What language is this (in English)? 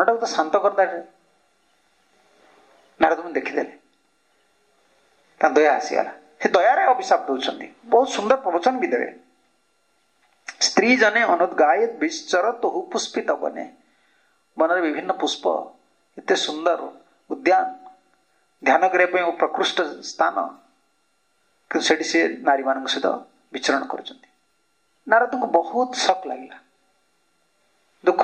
Odia